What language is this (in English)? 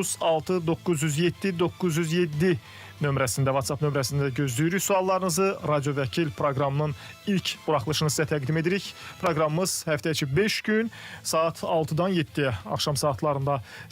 Azerbaijani